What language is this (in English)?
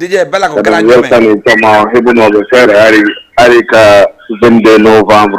Fula